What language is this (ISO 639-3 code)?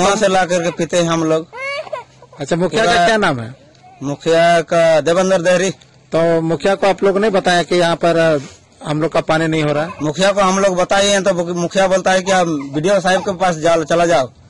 hin